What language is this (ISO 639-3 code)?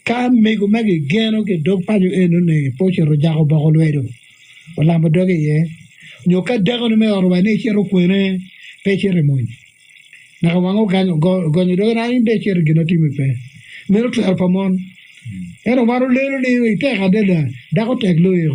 ach